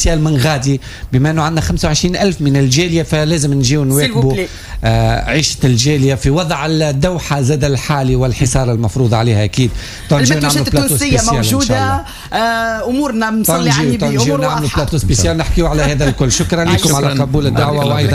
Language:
Tunisian Arabic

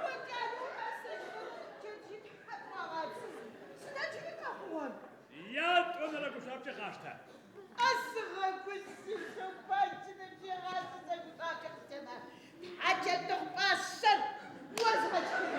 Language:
Adyghe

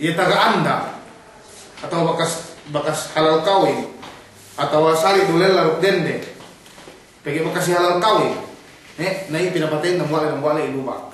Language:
Yakan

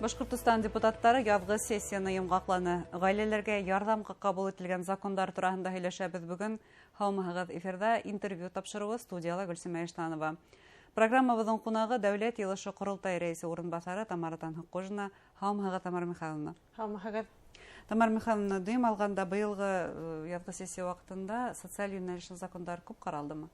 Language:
Bashkir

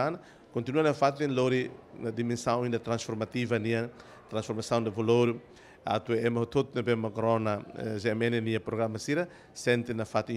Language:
Tetum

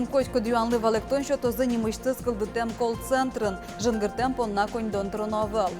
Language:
Udmurt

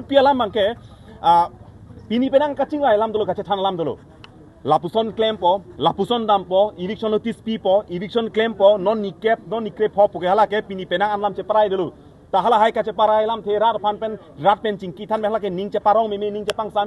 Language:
Karbi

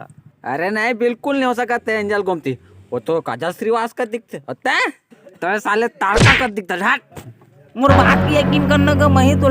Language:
Chhattisgarhi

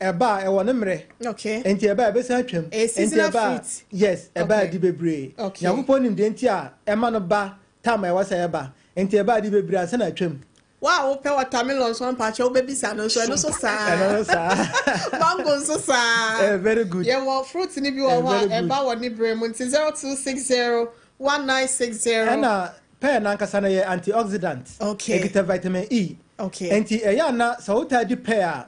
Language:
Akan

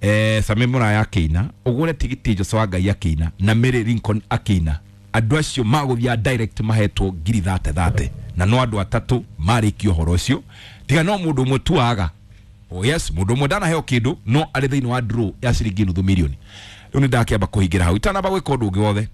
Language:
Kikuyu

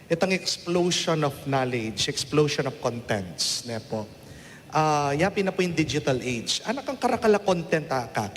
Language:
Pampanga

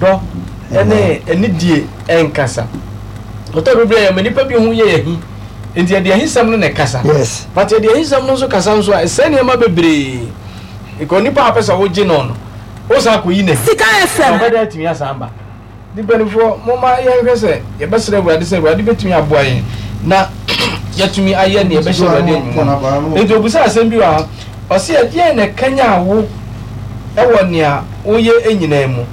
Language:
Akan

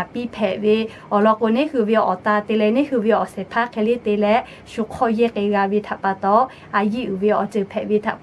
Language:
Lahu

